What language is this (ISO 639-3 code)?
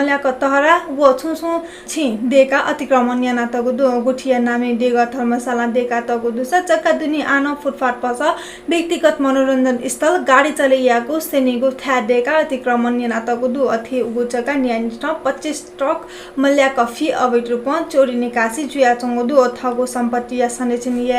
new